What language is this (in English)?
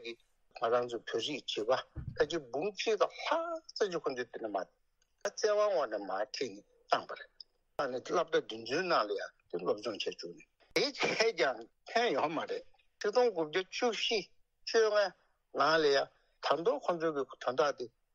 Tibetan